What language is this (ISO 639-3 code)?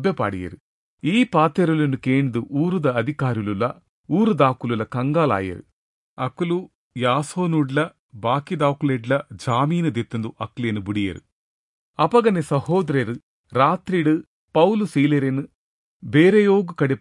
tcy